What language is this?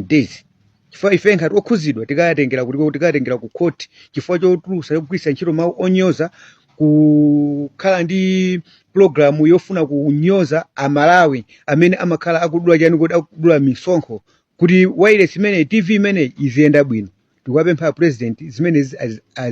Nyanja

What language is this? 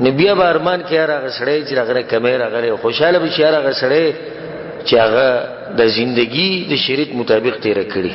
Pashto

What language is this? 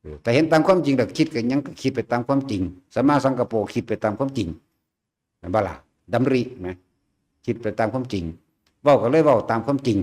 Northeastern Thai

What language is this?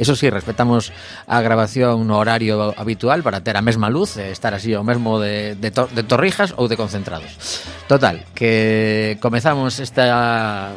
Galician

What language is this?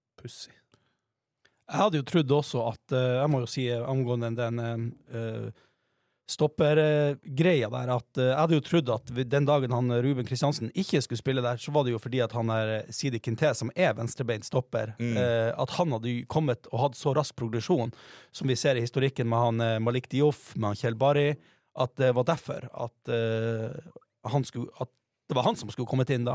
Norwegian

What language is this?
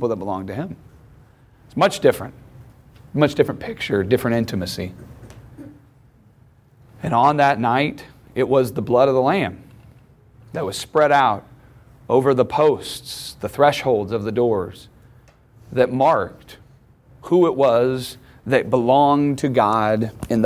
English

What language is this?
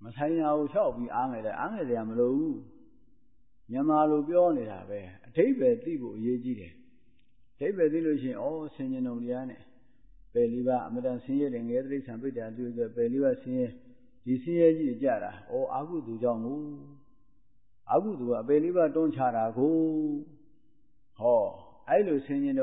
Burmese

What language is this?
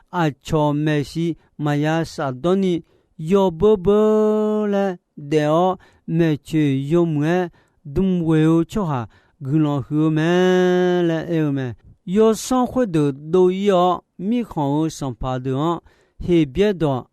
Akha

